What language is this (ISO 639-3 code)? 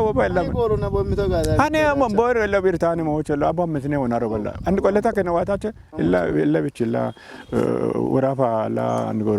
kbr